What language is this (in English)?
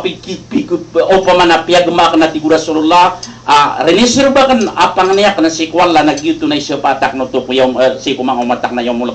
Maranao